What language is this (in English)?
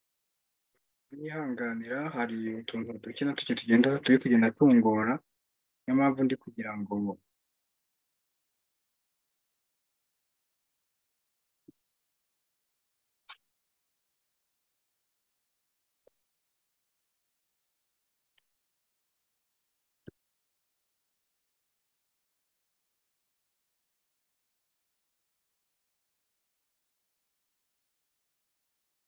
Kinyarwanda